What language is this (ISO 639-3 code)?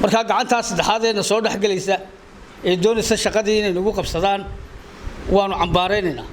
som